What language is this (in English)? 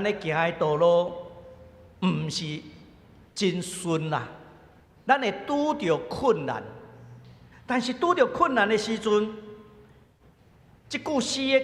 Min Nan Chinese